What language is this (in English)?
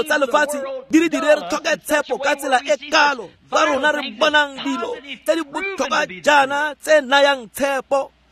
Tswana